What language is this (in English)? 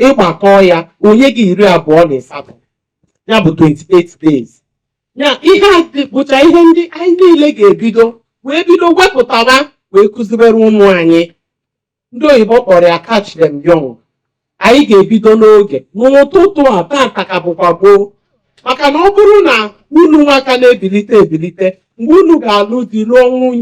Igbo